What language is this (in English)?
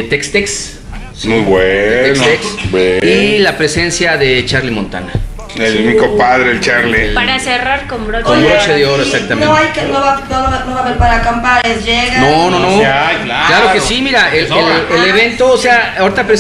Spanish